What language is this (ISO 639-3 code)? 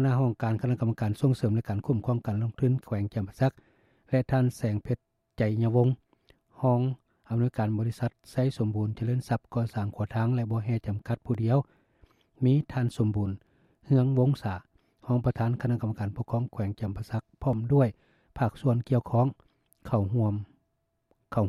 lao